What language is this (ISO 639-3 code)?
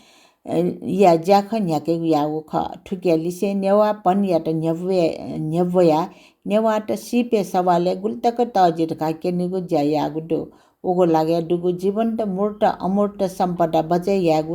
new